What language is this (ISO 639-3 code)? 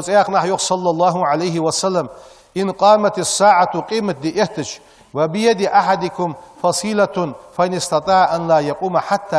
inh